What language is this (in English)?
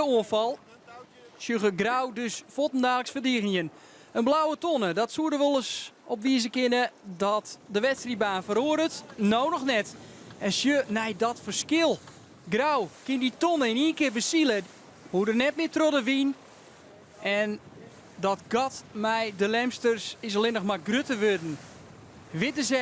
Western Frisian